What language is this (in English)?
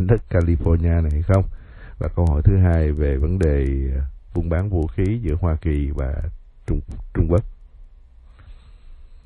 Vietnamese